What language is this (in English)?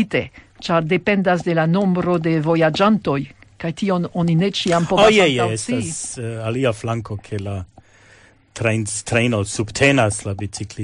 Esperanto